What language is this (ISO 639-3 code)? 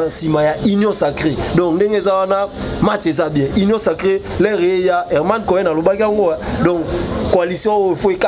lin